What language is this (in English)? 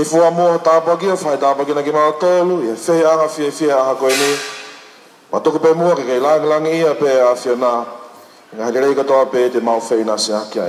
Tongan